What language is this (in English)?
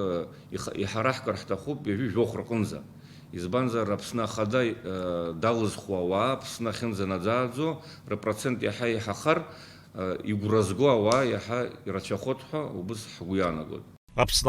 Abkhazian